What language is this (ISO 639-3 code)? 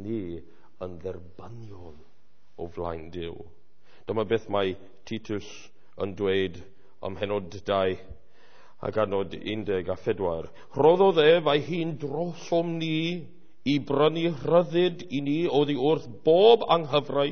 cym